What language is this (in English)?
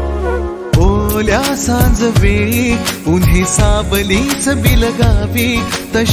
Marathi